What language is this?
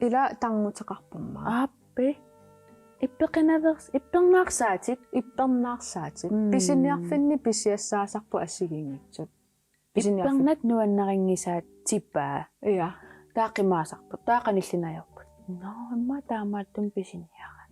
Kalaallisut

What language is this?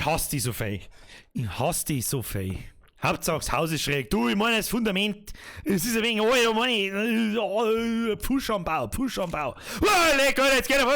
Bavarian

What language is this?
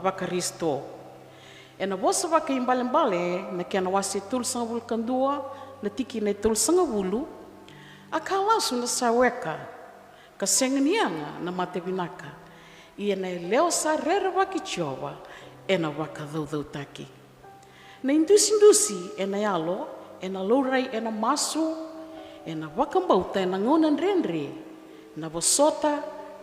Fijian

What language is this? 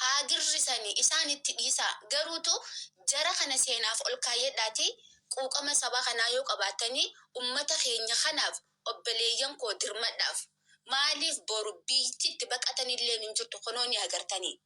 Oromo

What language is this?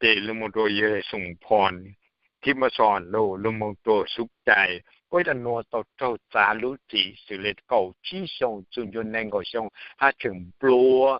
Hmong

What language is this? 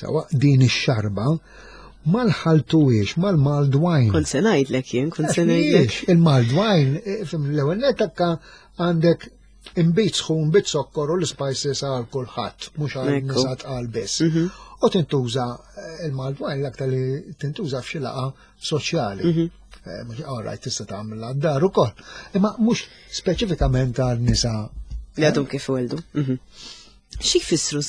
Maltese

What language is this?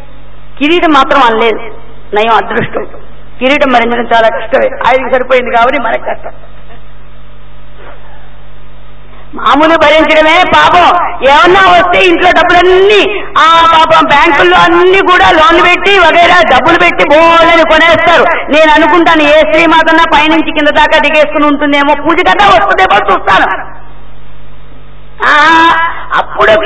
Telugu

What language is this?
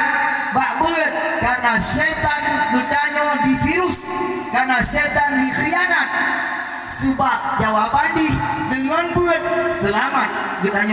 Achinese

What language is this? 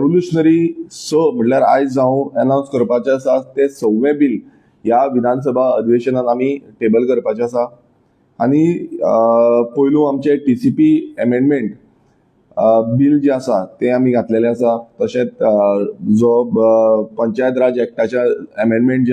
Konkani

